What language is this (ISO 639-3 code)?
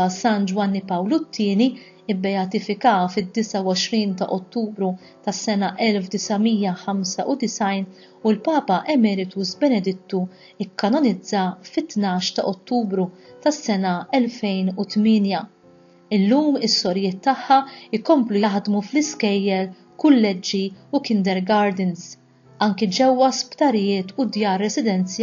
mlt